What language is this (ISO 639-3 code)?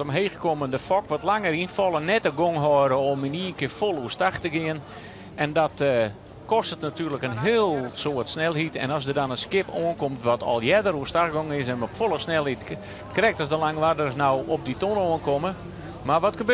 fry